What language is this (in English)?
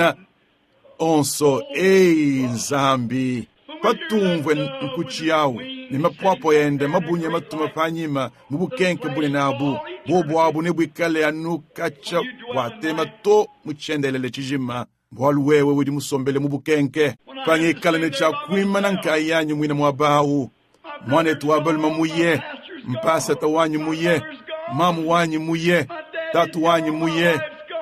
Luba-Lulua